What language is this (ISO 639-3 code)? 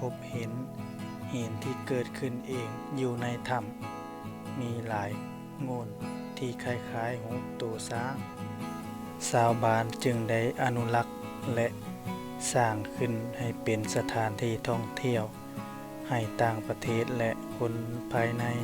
lao